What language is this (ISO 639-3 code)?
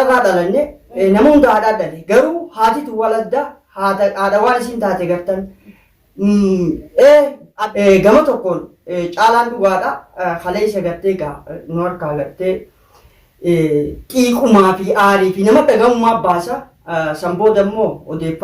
orm